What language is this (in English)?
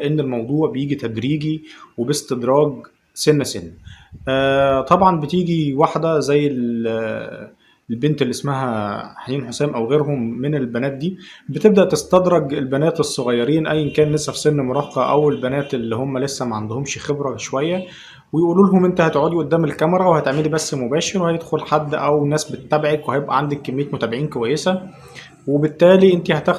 Egyptian Arabic